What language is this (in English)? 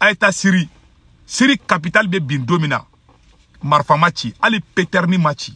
Bambara